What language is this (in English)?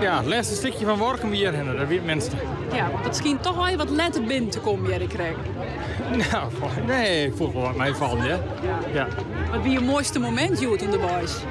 Western Frisian